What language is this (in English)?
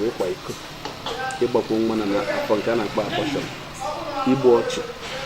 Igbo